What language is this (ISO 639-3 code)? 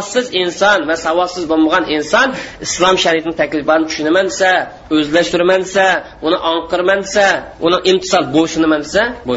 uig